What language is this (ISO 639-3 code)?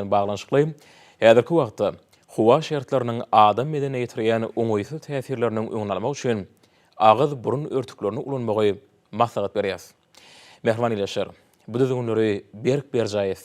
tuk